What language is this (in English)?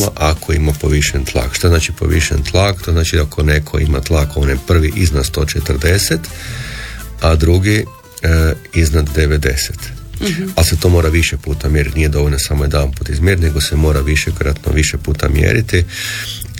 Croatian